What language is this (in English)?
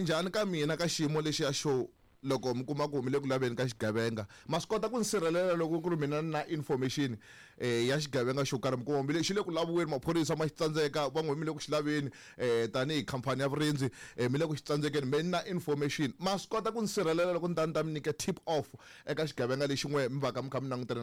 Tsonga